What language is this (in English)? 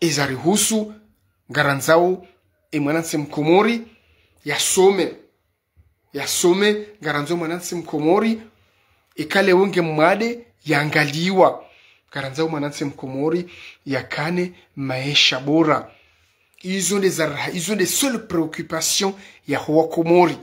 Ngazidja Comorian